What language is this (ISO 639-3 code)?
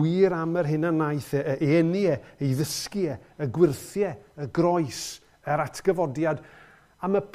cym